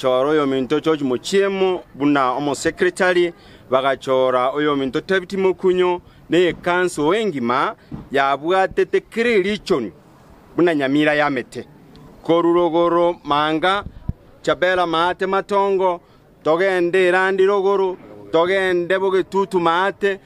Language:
Gusii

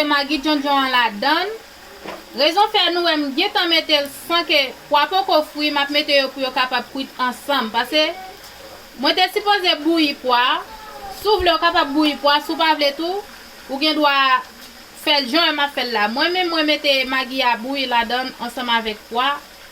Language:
Haitian Creole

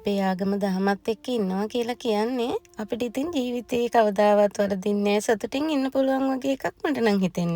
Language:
Sinhala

